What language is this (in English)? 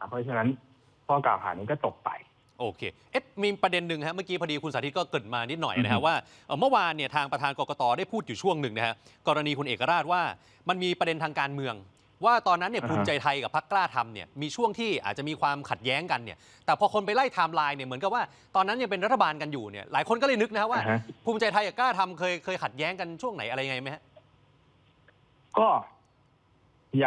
Thai